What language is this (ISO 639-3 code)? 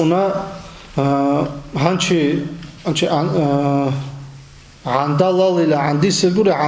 ava